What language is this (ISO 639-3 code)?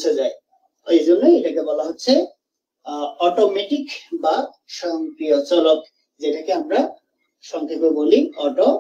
ben